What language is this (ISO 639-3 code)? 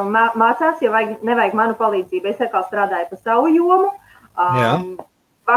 lav